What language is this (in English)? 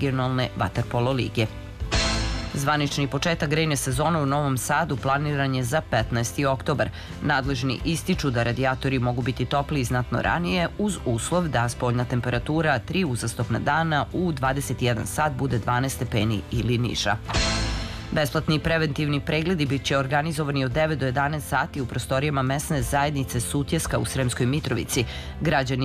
Serbian